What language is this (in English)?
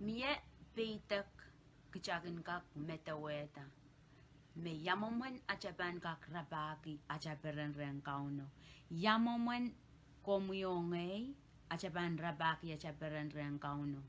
Pohnpeian